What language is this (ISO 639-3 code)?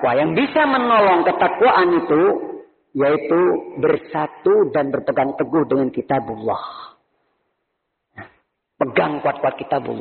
ind